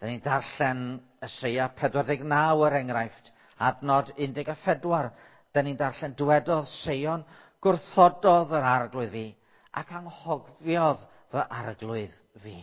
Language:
Welsh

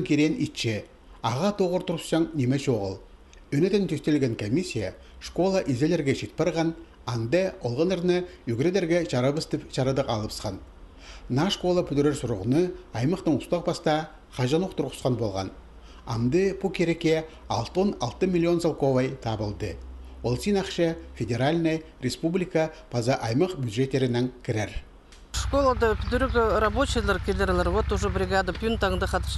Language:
Khakas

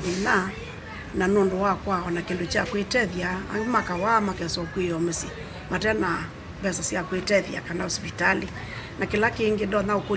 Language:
Kamba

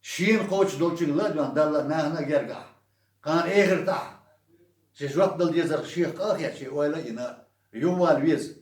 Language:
Chechen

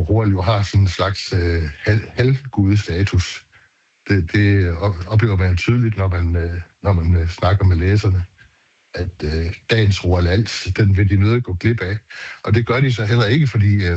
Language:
Danish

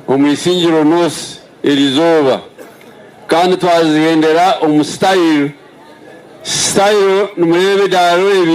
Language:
Nyankole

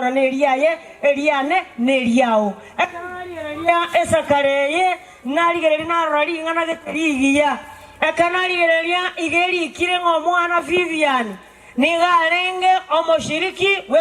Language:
Gusii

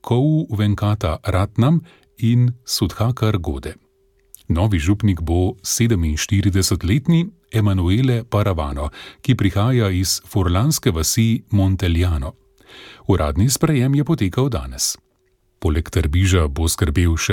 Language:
Slovenian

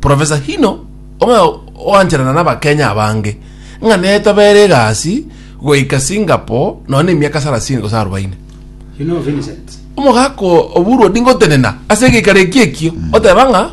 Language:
Gusii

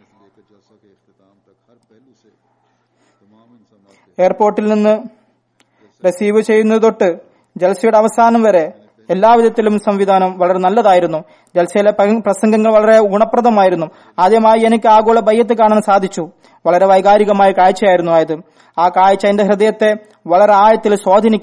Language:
Malayalam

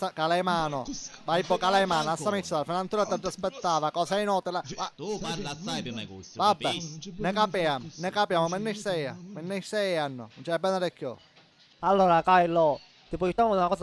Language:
Sicilian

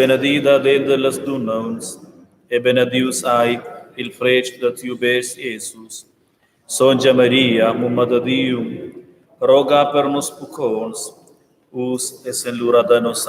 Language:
Romansh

